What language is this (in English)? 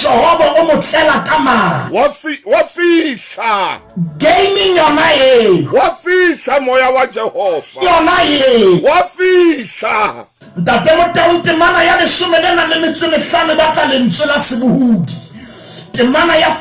Southern Sotho